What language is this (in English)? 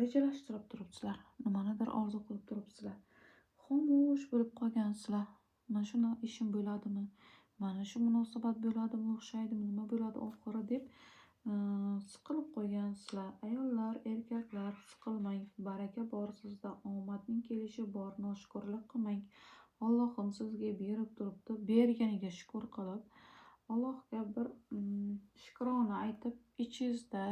Uzbek